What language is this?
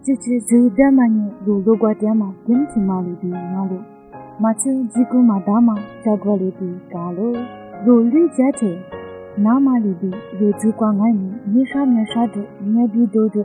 Lisu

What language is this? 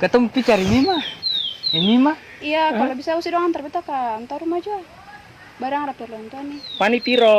Ambonese Malay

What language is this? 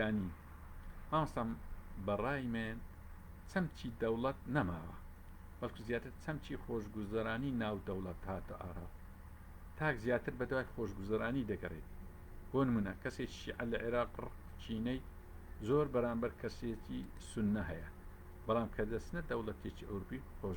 Central Kurdish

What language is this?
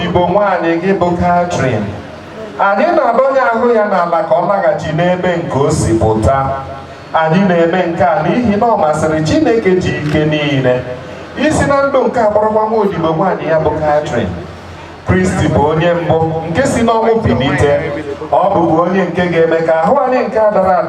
Igbo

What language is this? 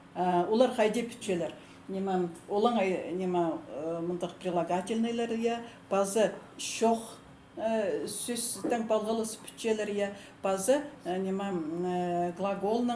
Khakas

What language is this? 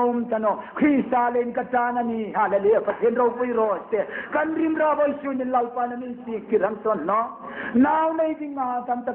Hmar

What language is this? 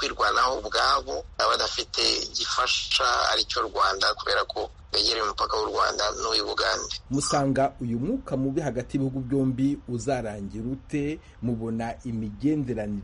Kinyarwanda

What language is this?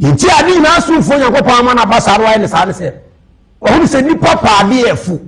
Akan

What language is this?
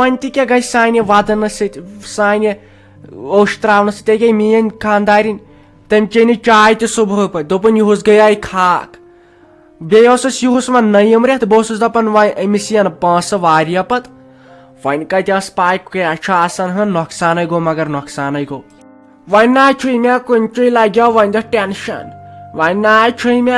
Kashmiri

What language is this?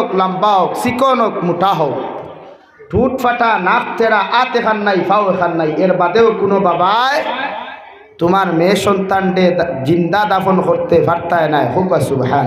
Sylheti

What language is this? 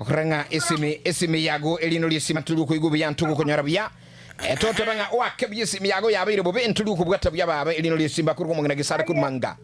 Gusii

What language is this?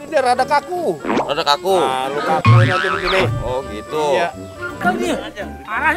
Betawi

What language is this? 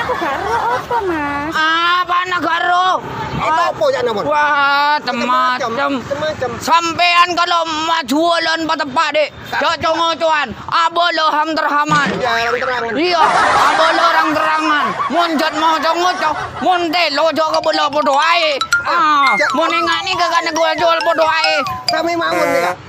Madurese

